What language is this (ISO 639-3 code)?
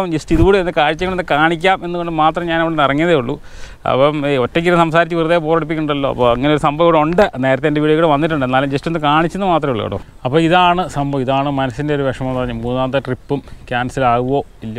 mal